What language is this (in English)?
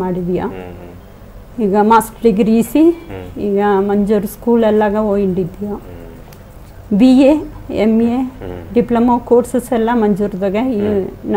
Badaga